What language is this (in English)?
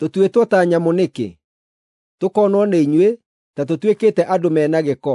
Kikuyu